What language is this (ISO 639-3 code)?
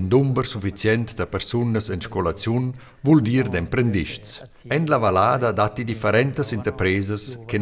roh